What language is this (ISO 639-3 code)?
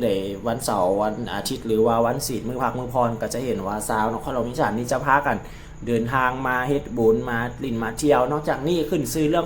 lao